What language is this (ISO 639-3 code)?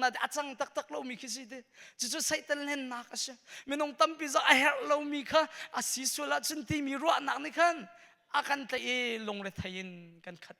cnh